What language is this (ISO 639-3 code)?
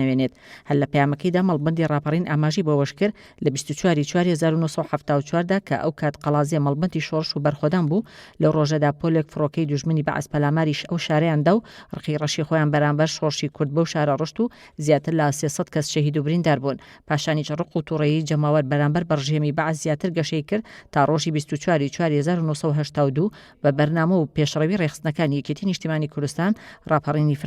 ckb